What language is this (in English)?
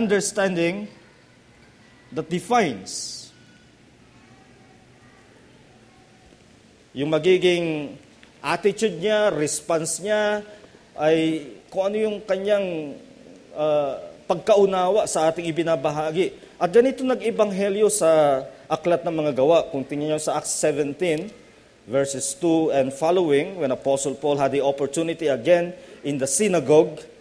Filipino